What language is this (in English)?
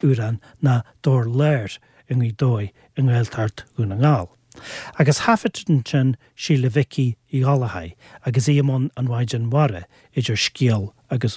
Irish